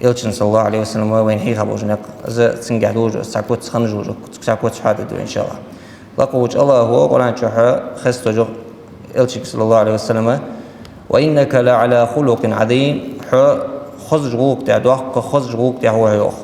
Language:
Ingush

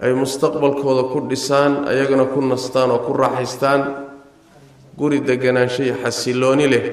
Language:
Somali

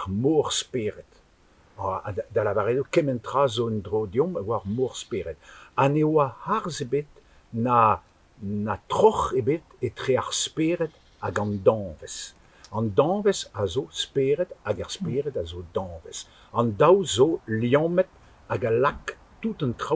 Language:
Breton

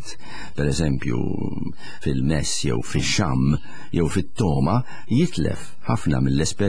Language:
Maltese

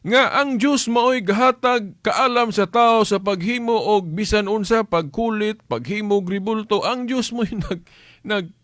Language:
Cebuano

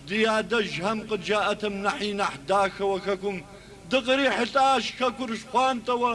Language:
Kabardian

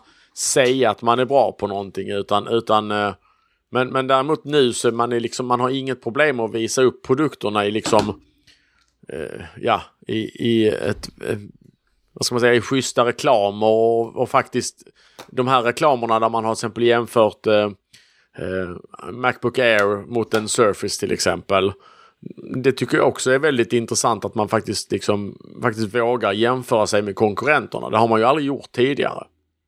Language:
Swedish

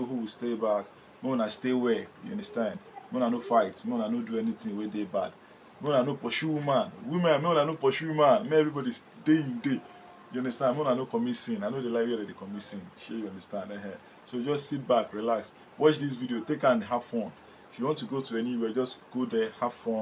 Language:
Nigerian Pidgin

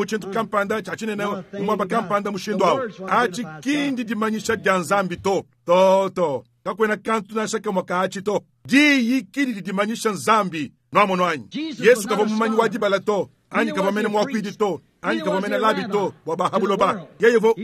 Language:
Luba-Lulua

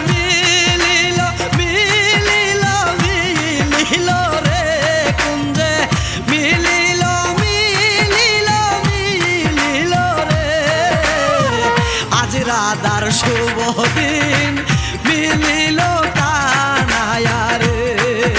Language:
Bangla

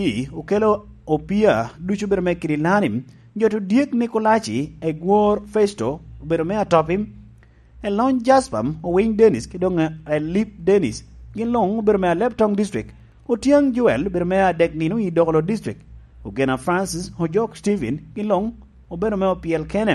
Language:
Lango (Uganda)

